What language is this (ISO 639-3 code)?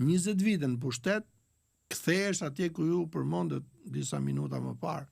sqi